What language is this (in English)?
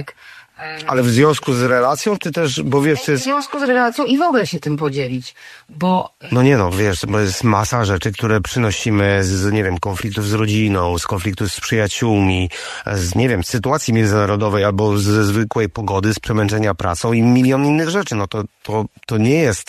Polish